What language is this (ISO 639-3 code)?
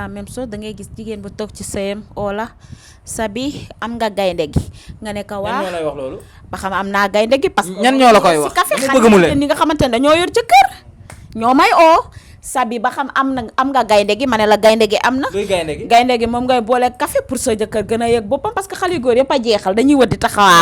wol